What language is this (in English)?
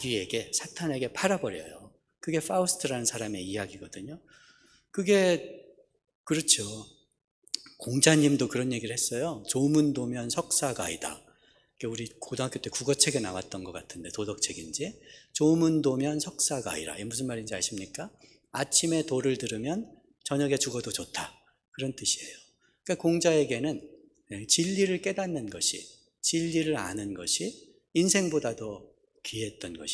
Korean